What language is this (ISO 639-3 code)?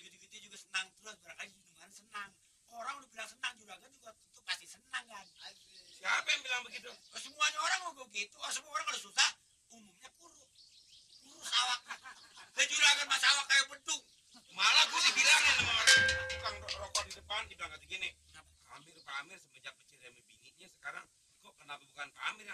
bew